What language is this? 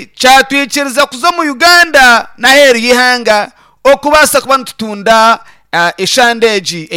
Nyankole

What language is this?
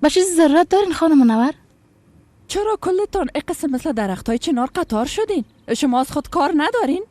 Persian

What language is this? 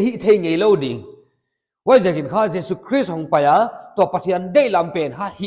Paite Chin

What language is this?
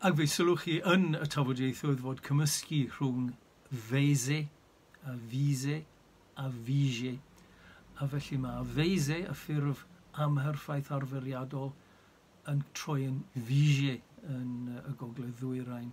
Welsh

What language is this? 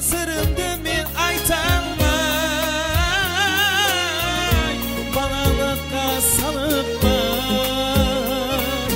Kara-Kalpak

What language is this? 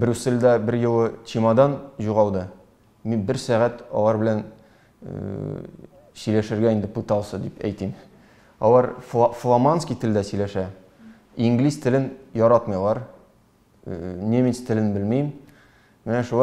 Tatar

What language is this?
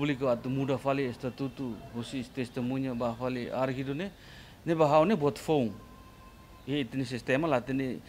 Tetum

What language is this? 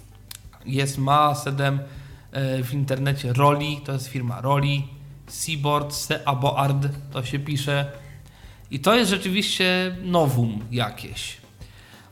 Polish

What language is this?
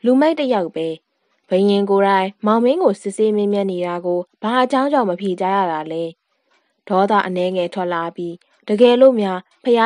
Burmese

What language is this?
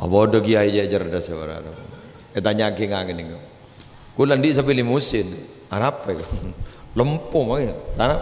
Madurese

